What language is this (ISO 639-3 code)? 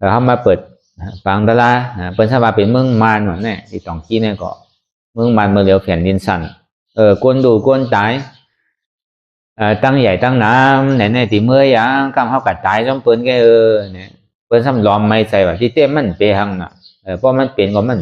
shn